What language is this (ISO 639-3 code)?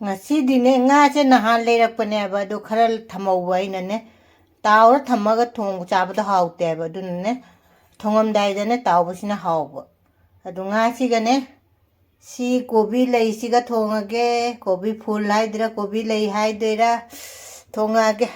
mni